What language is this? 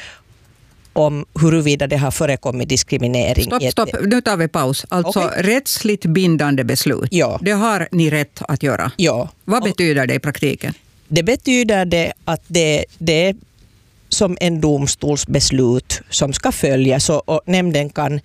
Swedish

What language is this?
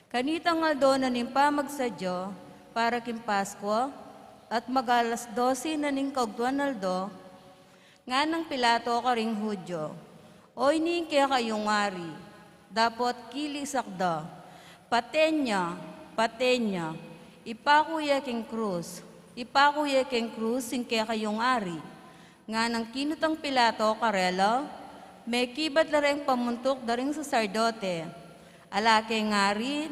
Pampanga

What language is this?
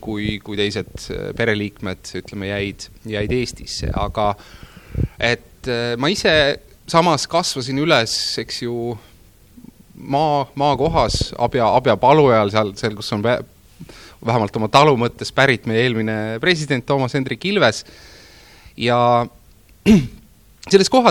Estonian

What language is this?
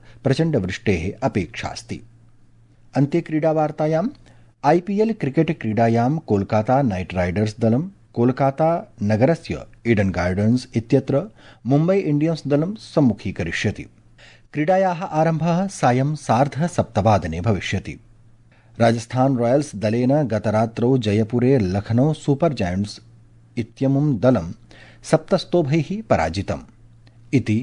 Sanskrit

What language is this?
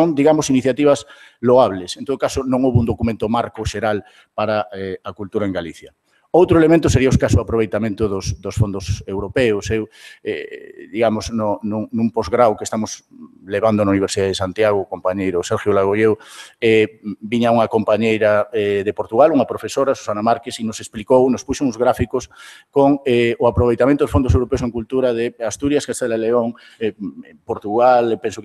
Galician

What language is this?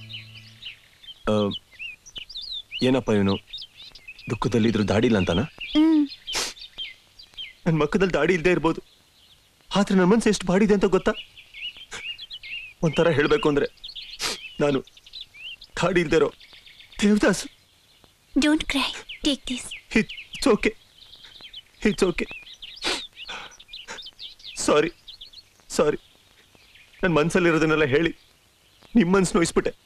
Kannada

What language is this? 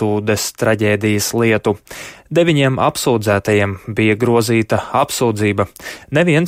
Latvian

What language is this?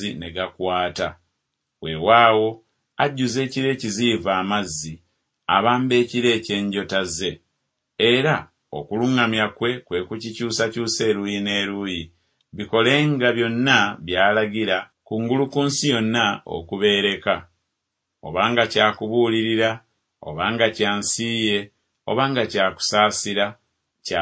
Ganda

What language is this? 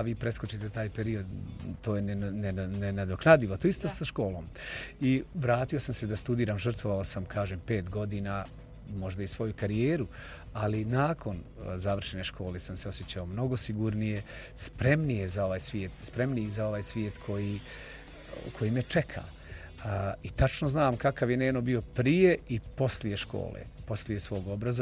Bosnian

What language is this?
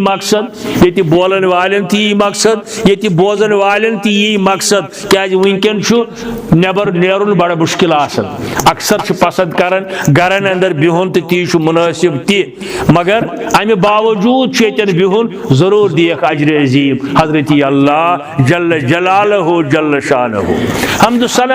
Kashmiri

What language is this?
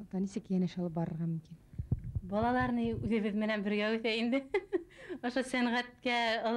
Bashkir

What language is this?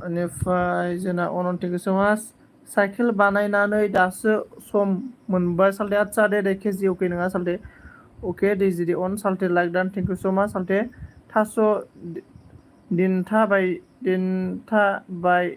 Bodo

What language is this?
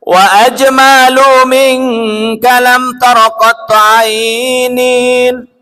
Sasak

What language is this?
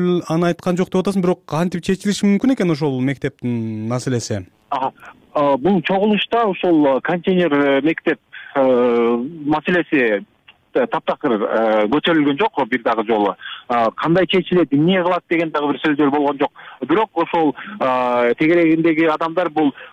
Kyrgyz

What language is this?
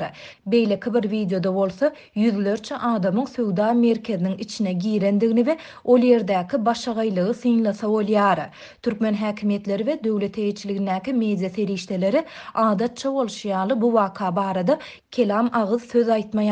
Turkmen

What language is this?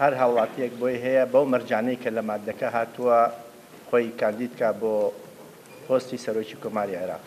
Central Kurdish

